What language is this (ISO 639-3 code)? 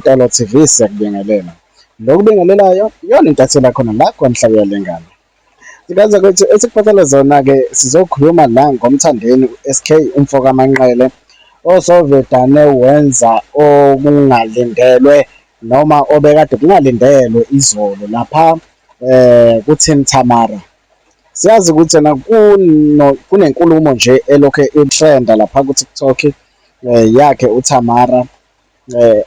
zul